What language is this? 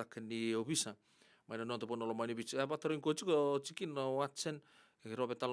Fijian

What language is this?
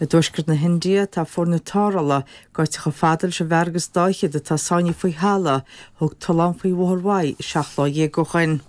Irish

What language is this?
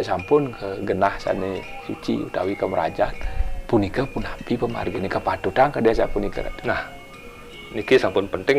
Balinese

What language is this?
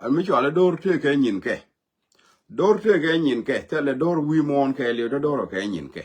Nuer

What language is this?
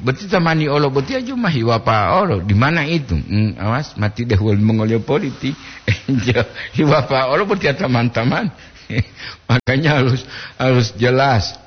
Gorontalo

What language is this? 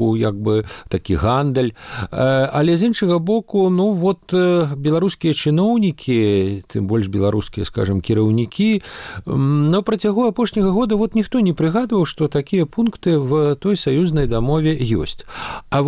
Belarusian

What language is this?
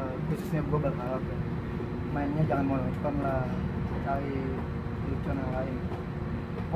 Betawi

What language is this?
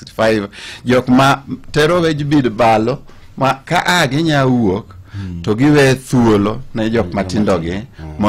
Luo (Kenya and Tanzania)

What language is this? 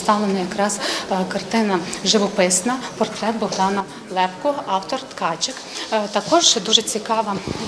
Ukrainian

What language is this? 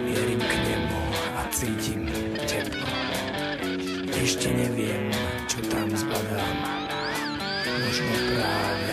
Slovak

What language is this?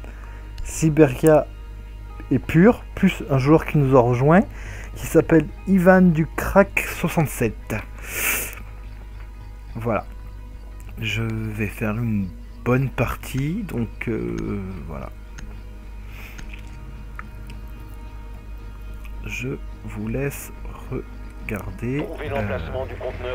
French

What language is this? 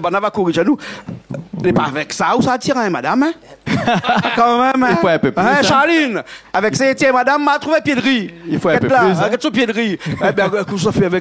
Réunion Creole French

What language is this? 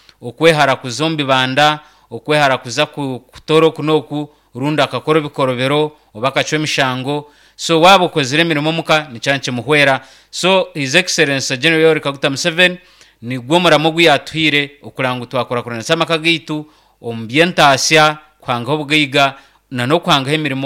Nyankole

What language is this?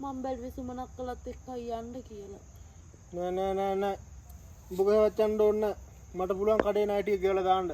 Sinhala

